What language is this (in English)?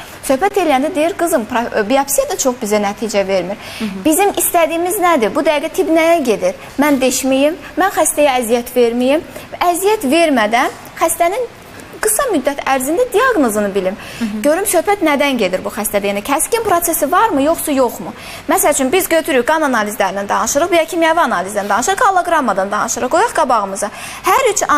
Azerbaijani